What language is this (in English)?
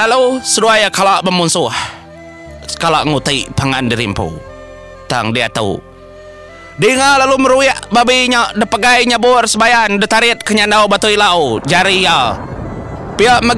Iban